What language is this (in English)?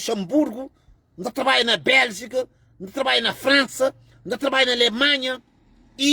Kabuverdianu